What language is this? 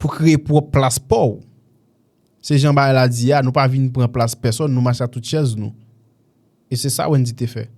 Haitian Creole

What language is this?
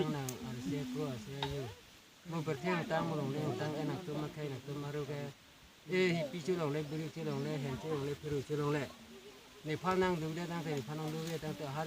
Karbi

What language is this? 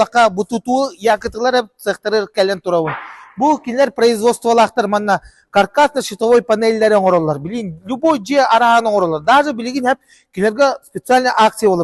Yakut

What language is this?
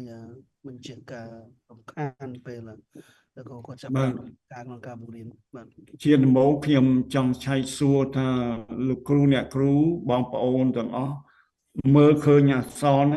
Khmer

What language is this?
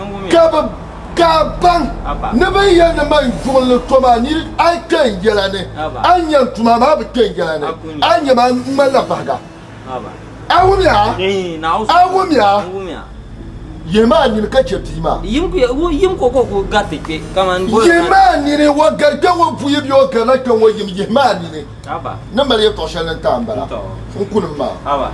Dagbani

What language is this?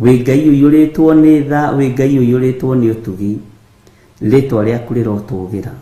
Kikuyu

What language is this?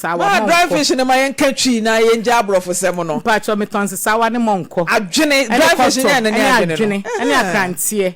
Akan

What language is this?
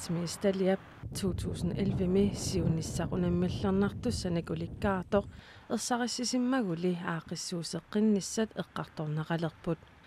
Kalaallisut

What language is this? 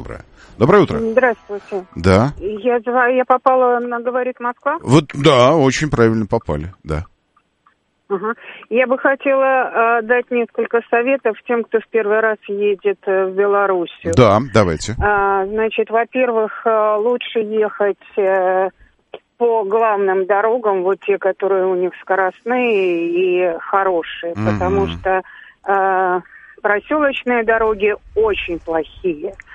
Russian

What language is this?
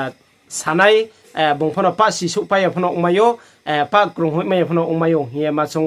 Riang (India)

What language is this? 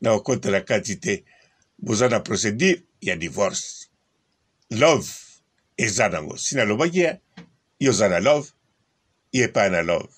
Lingala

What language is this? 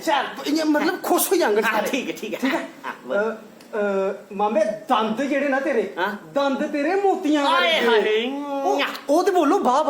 Dogri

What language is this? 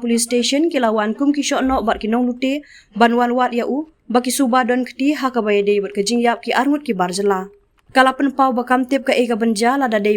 Khasi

